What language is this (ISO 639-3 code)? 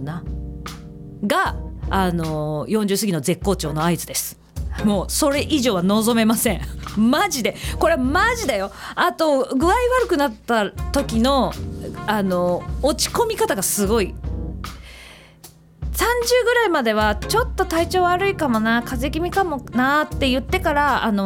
jpn